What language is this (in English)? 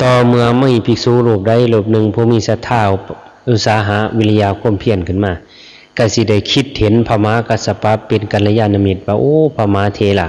Lao